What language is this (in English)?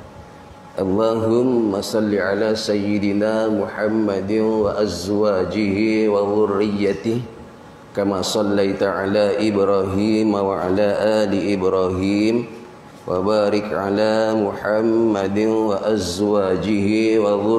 Malay